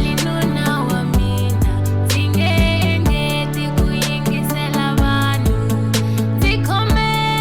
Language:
Tsonga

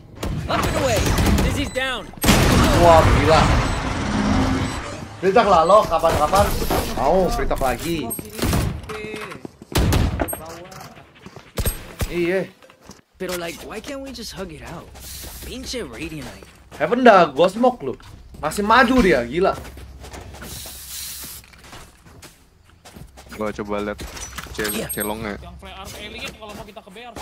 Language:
Indonesian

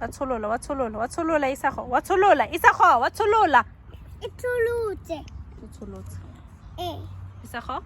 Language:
Tswana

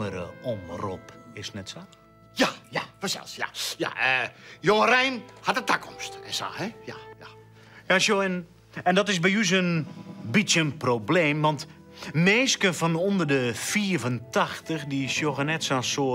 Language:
Western Frisian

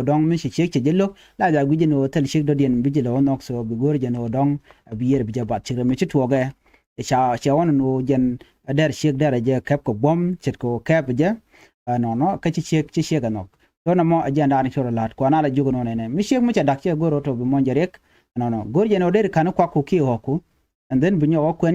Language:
Nuer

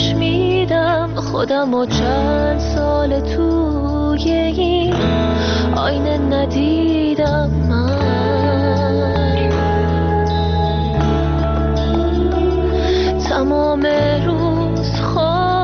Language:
Persian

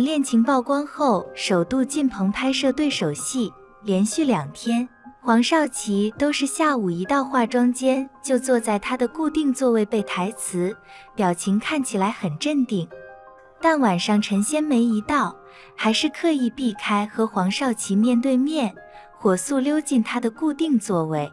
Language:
Chinese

